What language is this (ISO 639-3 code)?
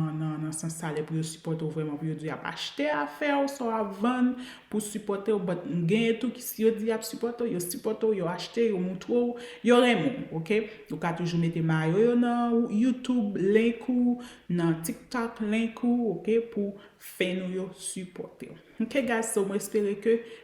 hat